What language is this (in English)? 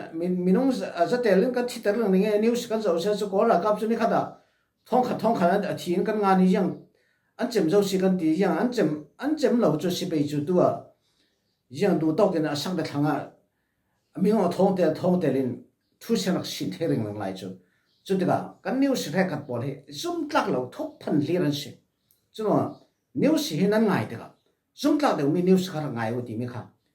Falam Chin